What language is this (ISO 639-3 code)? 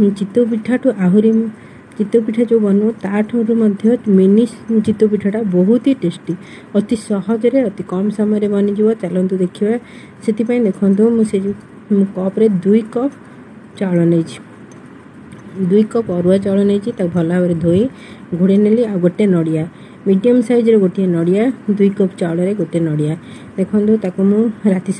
ori